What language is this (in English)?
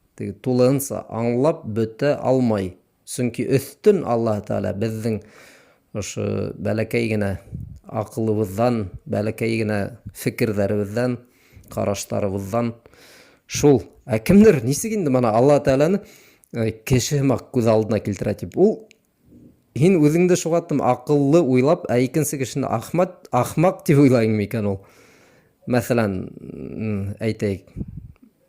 Bashkir